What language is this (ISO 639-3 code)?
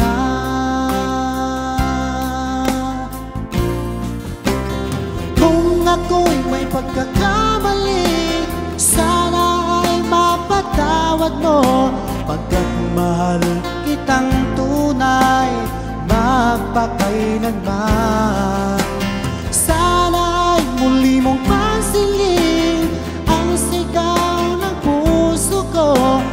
fil